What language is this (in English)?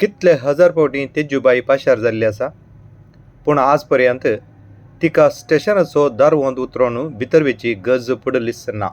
Konkani